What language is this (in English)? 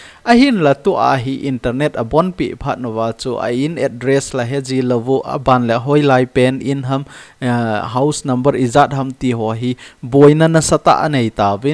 Thado Chin